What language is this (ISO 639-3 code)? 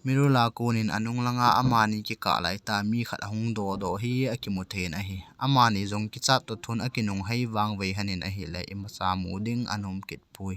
tcz